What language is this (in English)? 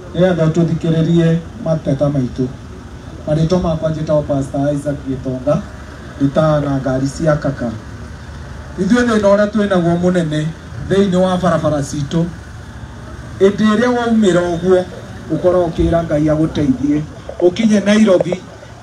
Kikuyu